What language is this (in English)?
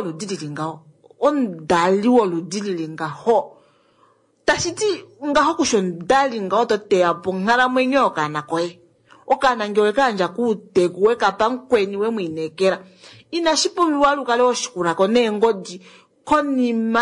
Kuanyama